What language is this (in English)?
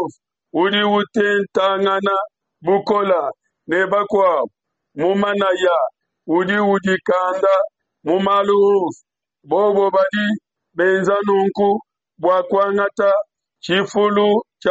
Luba-Lulua